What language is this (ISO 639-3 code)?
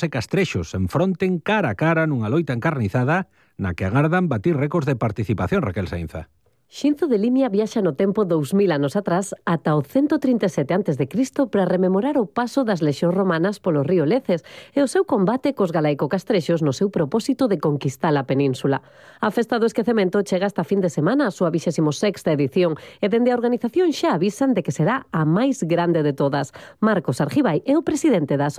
glg